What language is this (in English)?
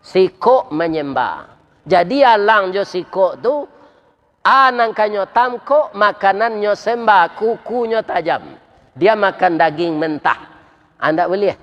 Minangkabau